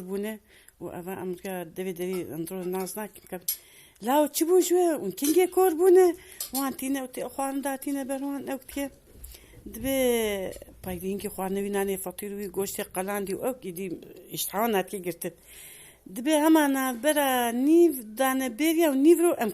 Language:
Kurdish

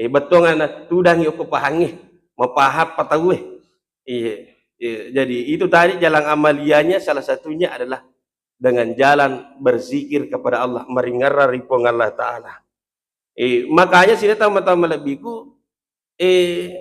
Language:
Buginese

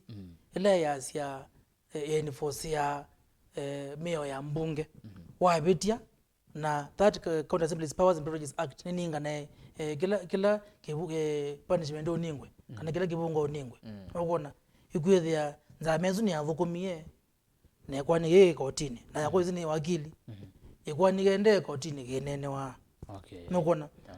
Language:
Kamba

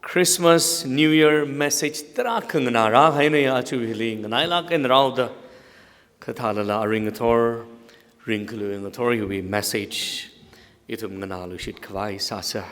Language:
Tangkhul Naga (India)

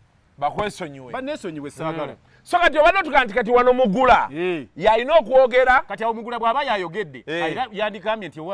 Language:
Ganda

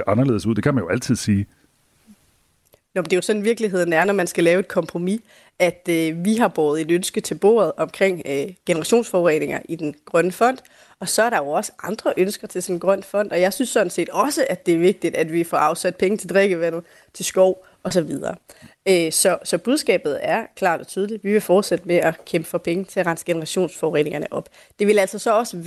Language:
Danish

